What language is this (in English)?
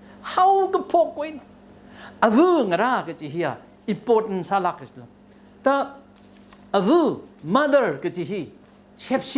Tangkhul Naga (India)